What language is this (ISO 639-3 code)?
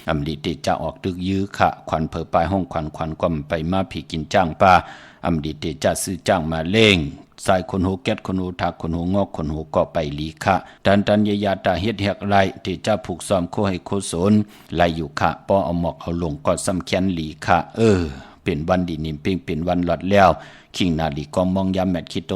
shn